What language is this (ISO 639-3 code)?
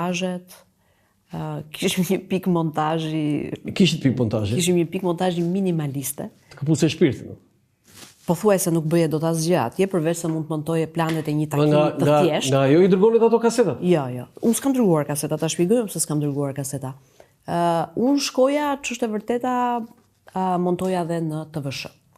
sqi